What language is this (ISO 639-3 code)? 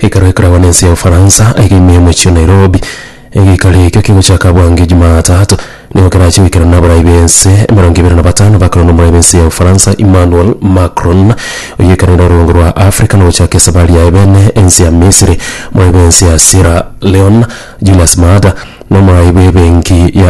guz